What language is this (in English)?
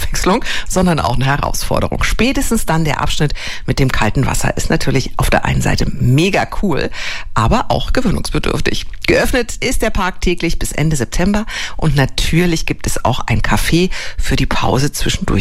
German